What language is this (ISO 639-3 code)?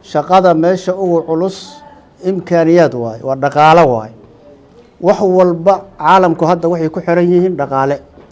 som